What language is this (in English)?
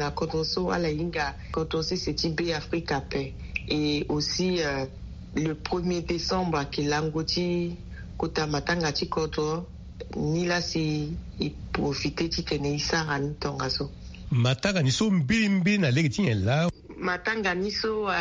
Sango